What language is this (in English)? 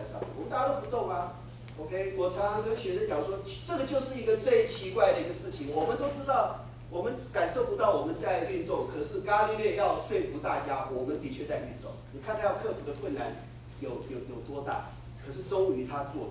Chinese